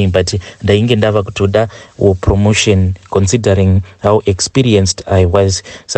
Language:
Shona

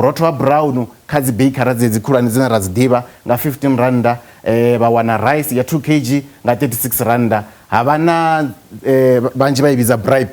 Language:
Venda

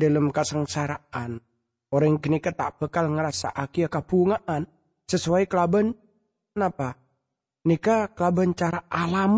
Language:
Madurese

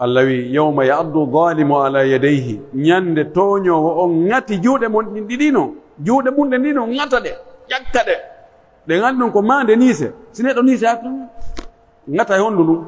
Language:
Pular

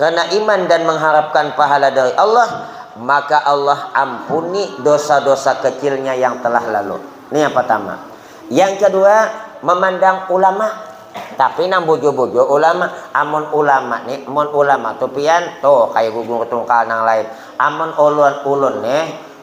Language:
Banjar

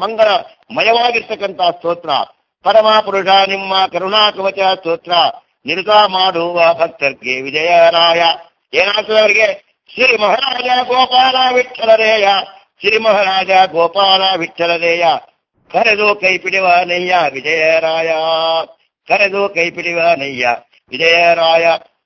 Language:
Kannada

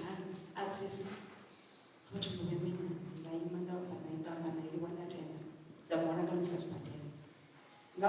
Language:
Venda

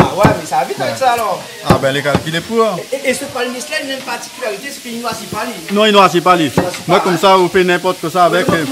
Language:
Réunion Creole French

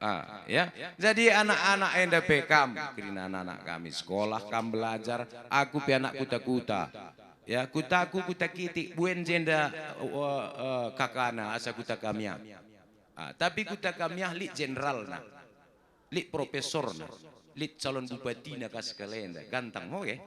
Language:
Batak Karo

